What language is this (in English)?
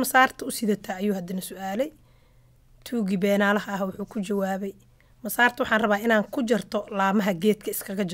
Somali